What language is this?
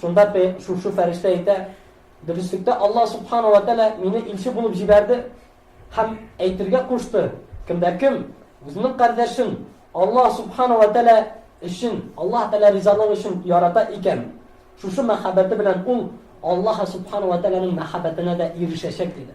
Tatar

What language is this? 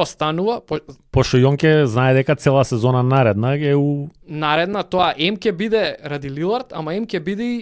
Macedonian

